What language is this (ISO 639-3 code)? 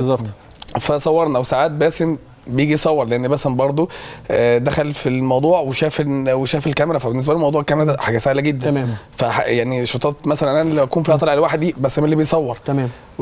arz